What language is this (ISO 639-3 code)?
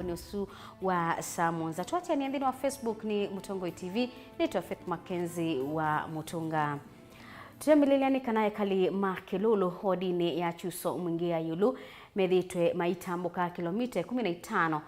kam